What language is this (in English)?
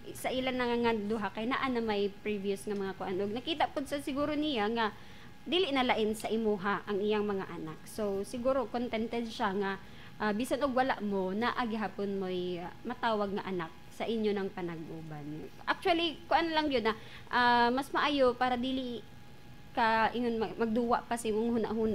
Cebuano